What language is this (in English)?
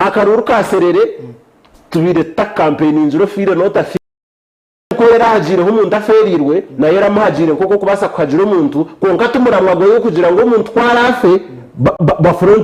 Nyankole